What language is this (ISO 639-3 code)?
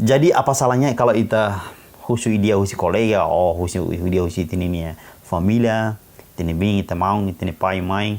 tet